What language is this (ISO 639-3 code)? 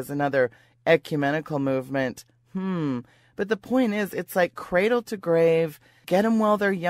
eng